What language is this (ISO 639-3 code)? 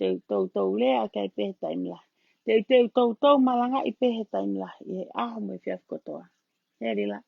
ton